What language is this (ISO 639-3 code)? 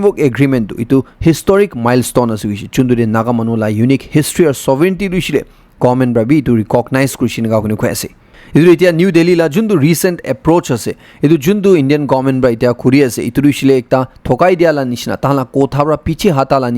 nag